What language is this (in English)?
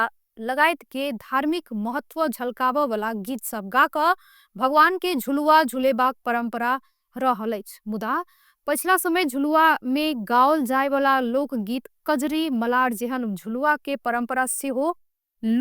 Maithili